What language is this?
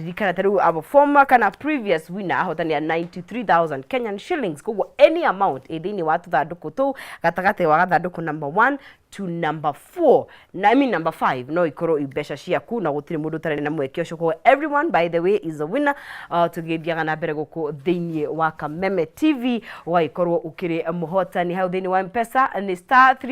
Kikuyu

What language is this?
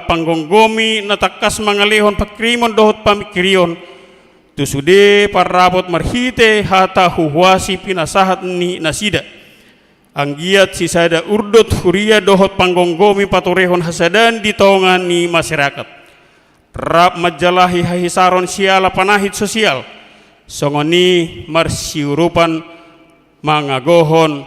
Batak Toba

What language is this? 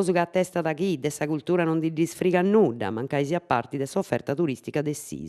Sardinian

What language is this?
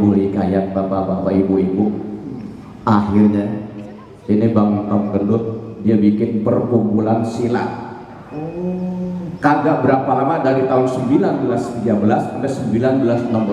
Betawi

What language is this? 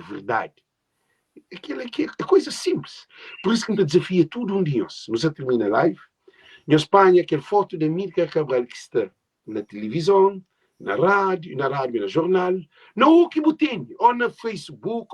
Kabuverdianu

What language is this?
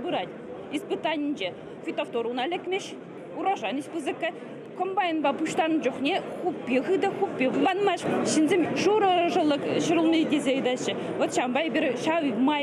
Chuvash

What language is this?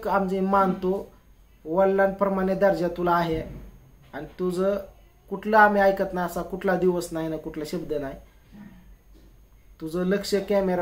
Marathi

